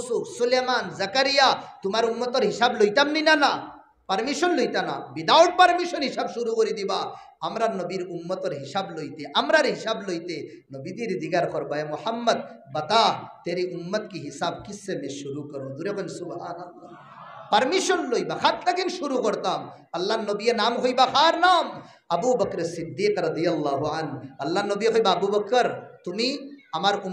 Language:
Sylheti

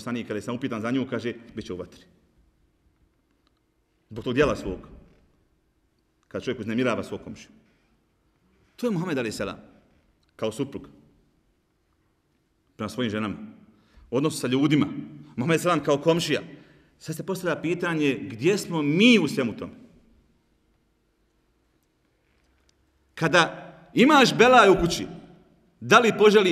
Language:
Bosnian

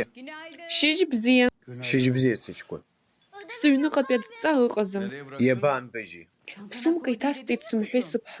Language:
Abkhazian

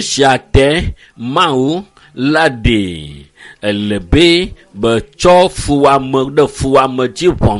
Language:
Ewe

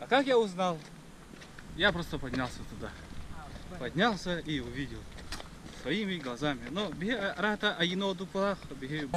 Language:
Yakut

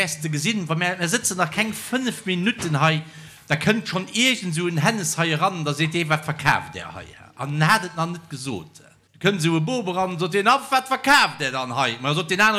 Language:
Luxembourgish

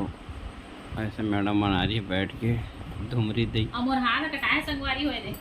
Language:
Chhattisgarhi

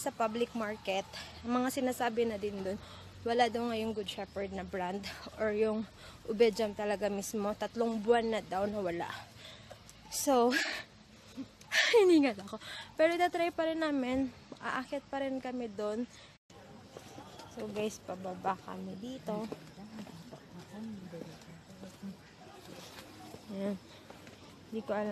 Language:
Filipino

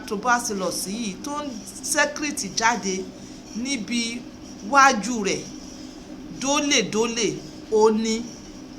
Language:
Yoruba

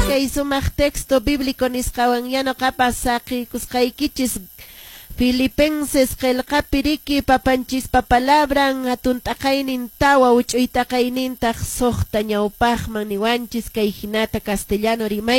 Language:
Quechua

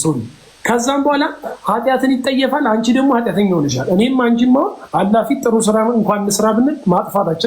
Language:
Amharic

